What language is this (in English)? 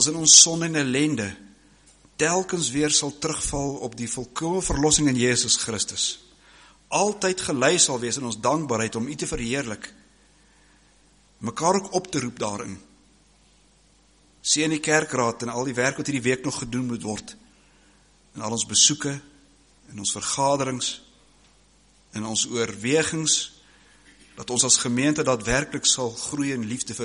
Afrikaans